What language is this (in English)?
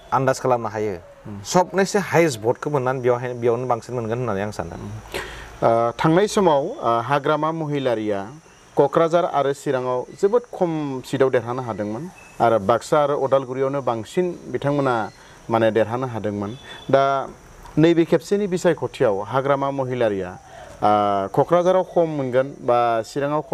Bodo